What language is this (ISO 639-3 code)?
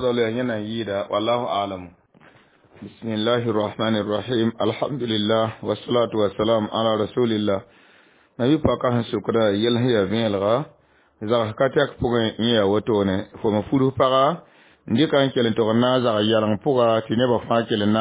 mos